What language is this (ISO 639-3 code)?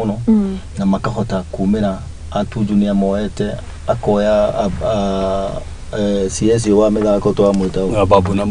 kik